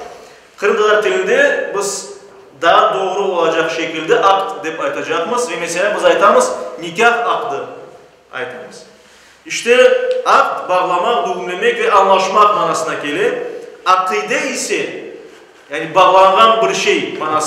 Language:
Crimean Tatar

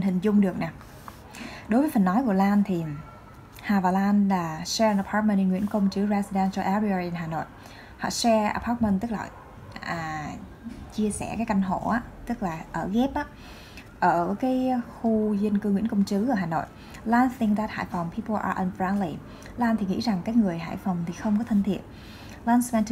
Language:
Vietnamese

